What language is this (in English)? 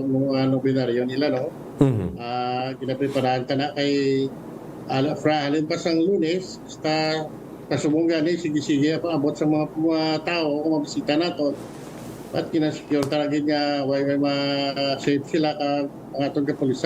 Hiligaynon